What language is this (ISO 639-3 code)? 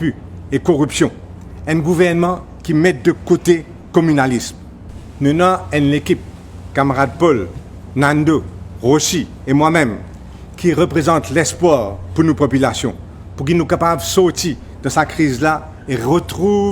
mfe